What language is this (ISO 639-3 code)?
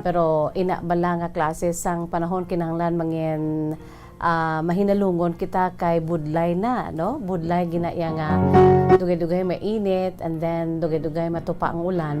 hil